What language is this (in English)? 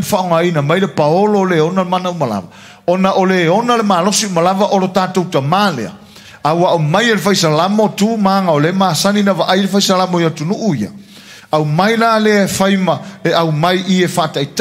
Samoan